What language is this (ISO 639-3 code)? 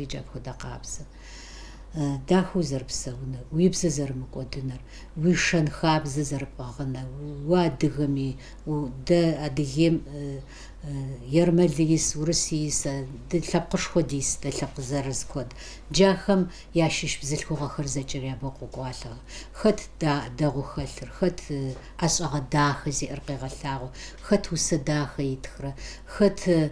kbd